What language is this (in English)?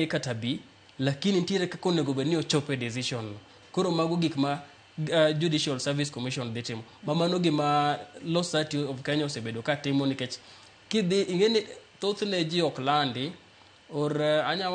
Luo (Kenya and Tanzania)